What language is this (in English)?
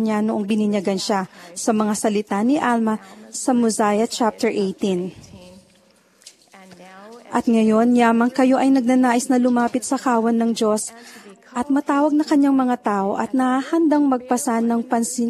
Filipino